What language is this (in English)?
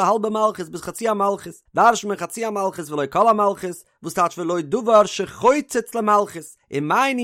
Yiddish